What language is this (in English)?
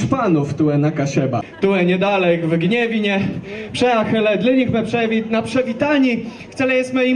Kashubian